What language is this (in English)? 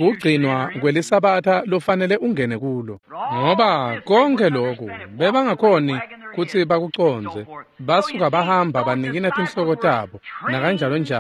Swati